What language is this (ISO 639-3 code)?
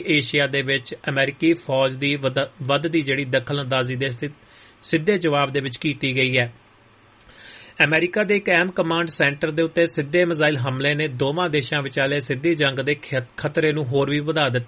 pan